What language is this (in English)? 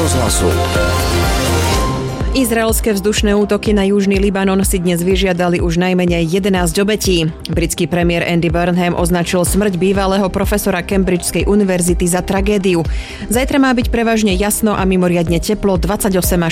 Slovak